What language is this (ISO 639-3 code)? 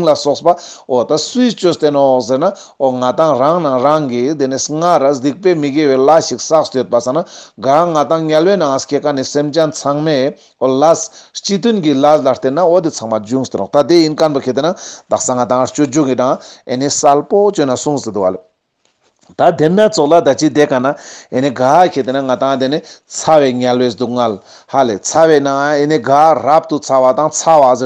lbj